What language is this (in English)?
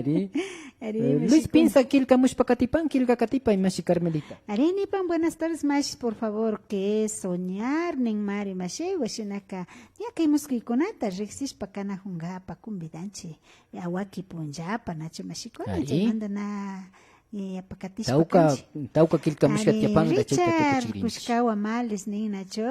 Imbabura Highland Quichua